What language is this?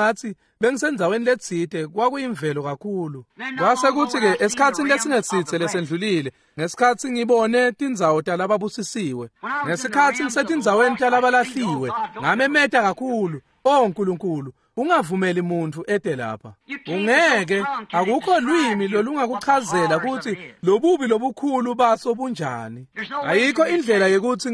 Swati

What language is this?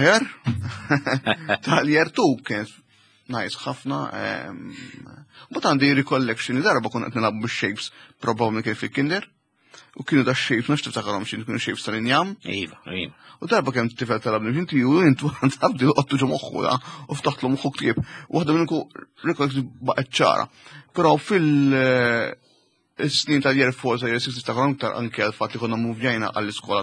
Maltese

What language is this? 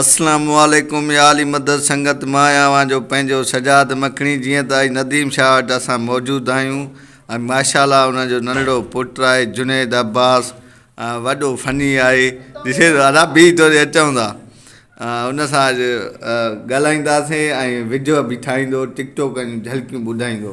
Sindhi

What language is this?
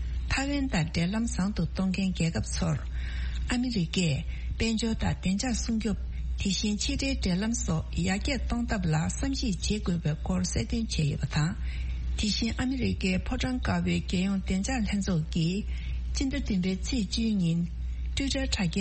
Tibetan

